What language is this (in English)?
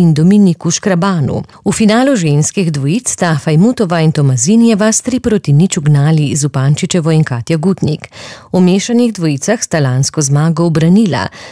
Slovenian